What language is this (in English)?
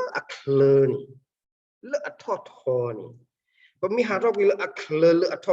S'gaw Karen